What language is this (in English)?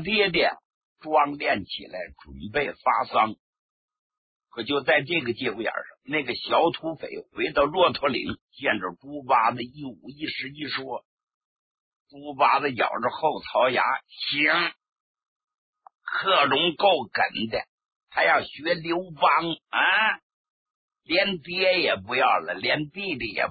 Chinese